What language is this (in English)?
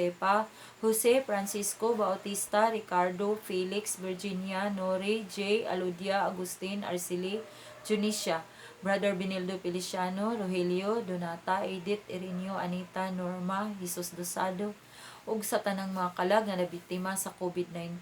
Cebuano